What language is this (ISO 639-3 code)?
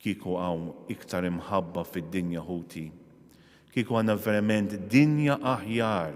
mlt